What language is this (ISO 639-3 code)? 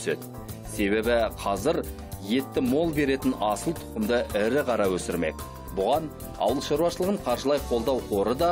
kaz